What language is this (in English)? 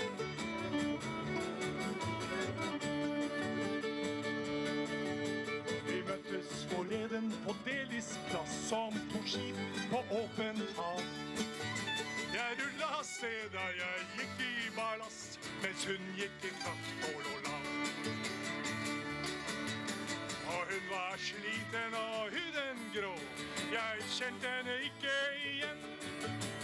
Norwegian